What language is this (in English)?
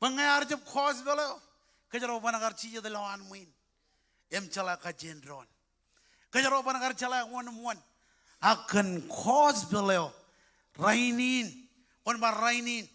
Marshallese